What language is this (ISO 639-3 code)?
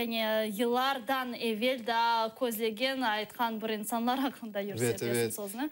crh